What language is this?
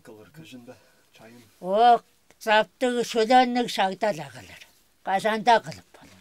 Tuvinian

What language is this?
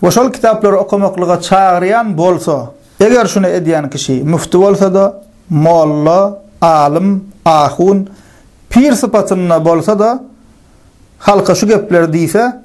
Turkmen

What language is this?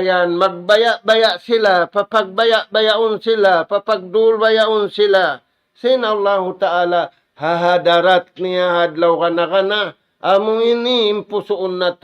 Tausug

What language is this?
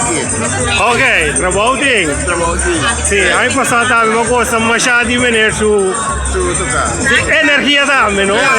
Papiamento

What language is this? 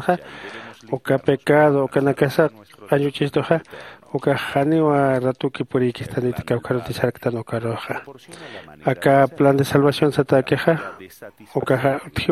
Aymara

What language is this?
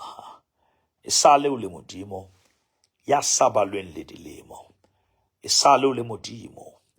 Southern Sotho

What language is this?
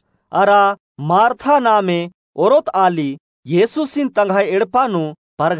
Kurukh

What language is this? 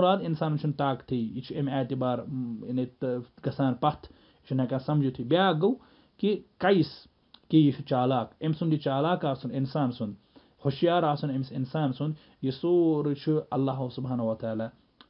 Kashmiri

